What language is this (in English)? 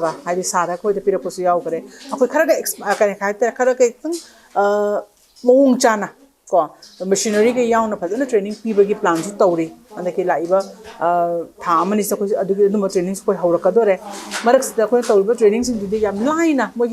Manipuri